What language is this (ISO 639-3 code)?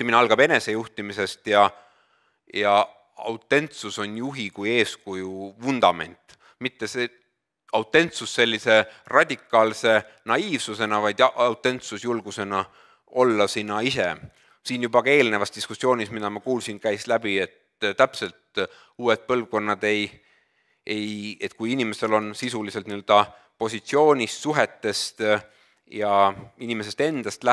est